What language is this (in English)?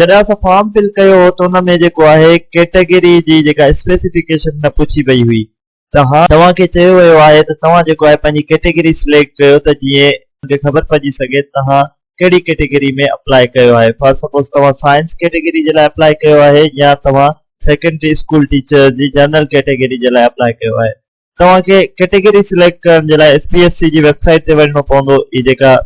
Sindhi